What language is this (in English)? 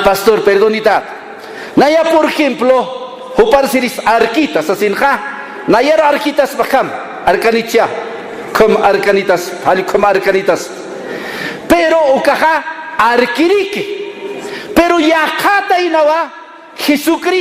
Aymara